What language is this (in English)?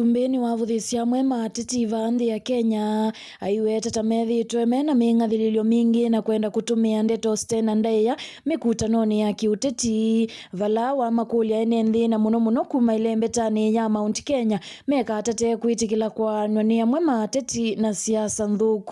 Kamba